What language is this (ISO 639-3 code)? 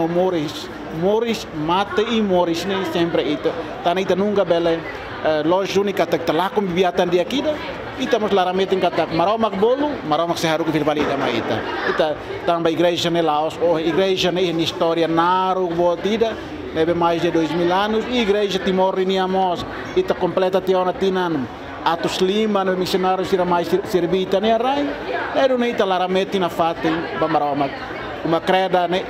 tet